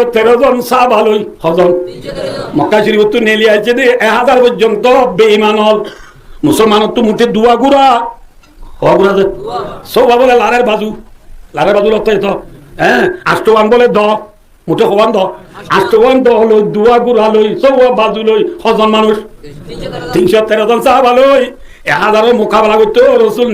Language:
Rohingya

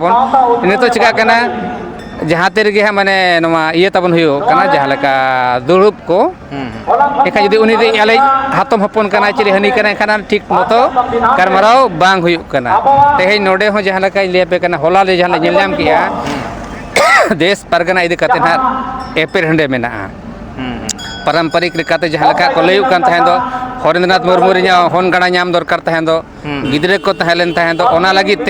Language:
Santali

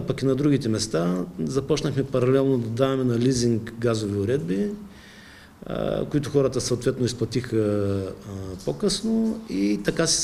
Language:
Bulgarian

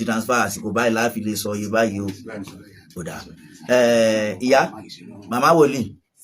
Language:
Yoruba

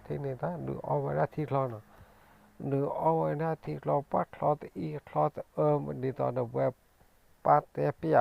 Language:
S'gaw Karen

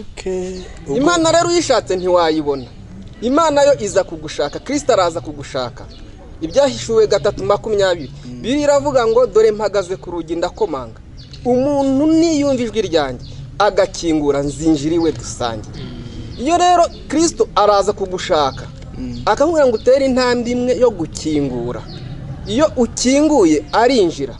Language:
Kinyarwanda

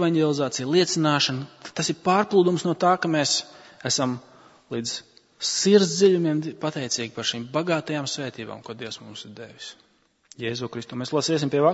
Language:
Latvian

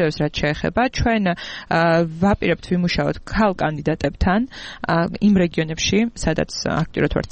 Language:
Georgian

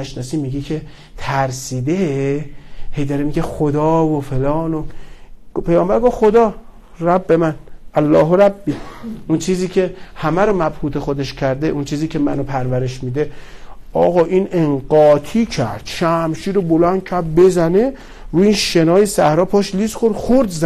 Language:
Persian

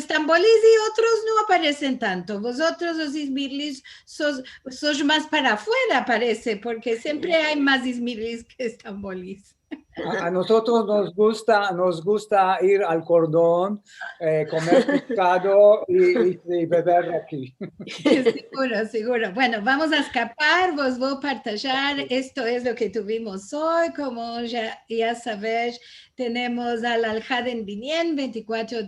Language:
Ladino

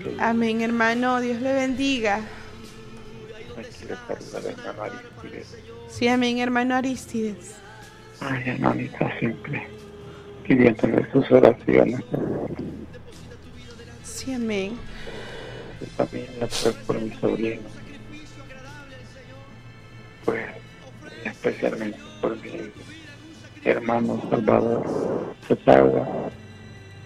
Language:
Spanish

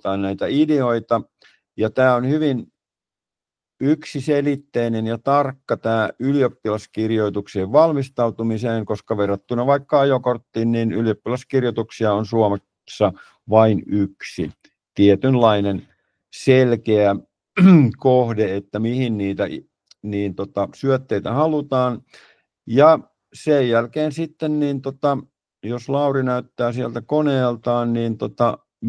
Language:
Finnish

